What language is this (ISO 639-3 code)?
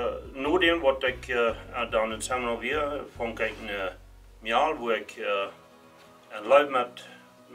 pdt